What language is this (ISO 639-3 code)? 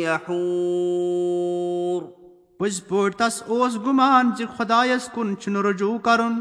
kas